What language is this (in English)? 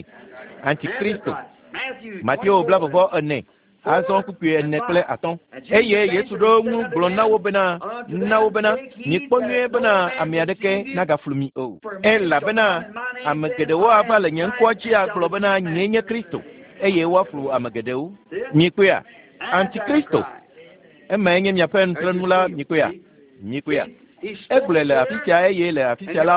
Ewe